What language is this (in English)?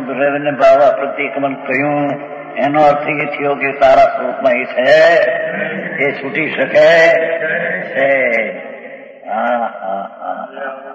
Gujarati